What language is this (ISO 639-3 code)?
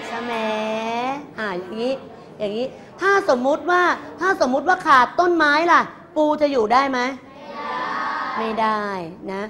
tha